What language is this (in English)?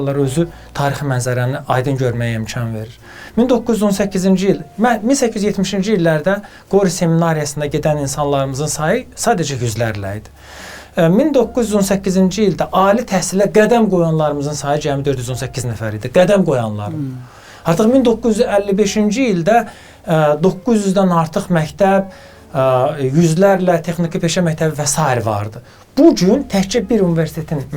Azerbaijani